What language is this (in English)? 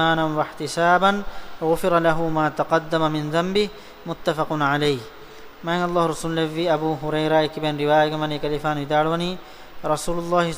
Divehi